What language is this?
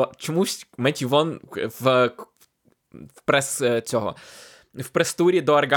Ukrainian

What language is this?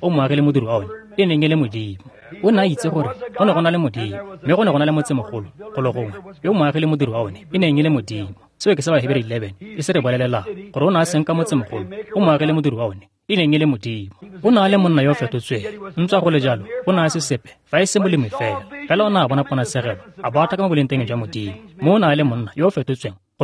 Tswana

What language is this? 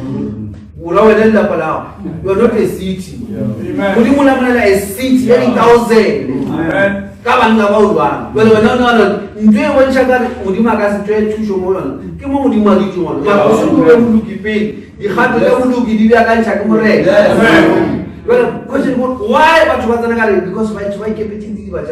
Northern Sotho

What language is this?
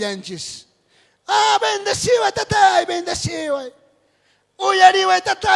South Bolivian Quechua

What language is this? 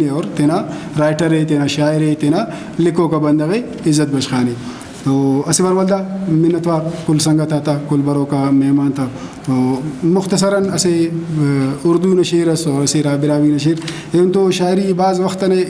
Brahui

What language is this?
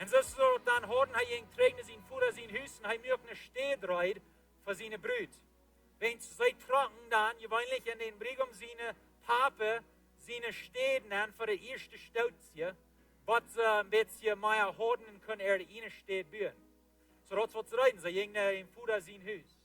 Plautdietsch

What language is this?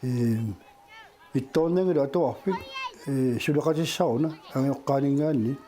Kalaallisut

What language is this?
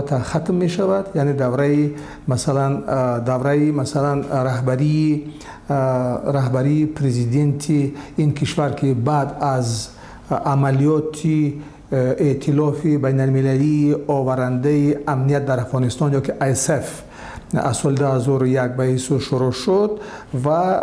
Tajik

